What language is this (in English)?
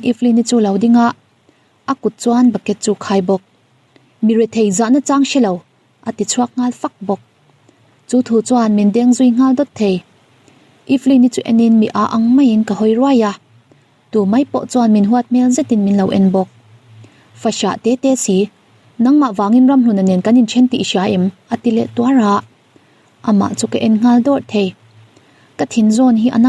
Mizo